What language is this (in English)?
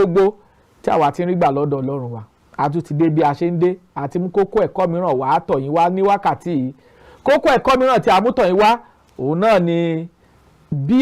Yoruba